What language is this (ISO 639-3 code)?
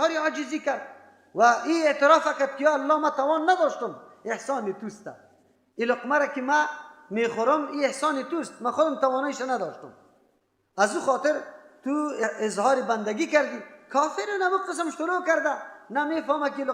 fas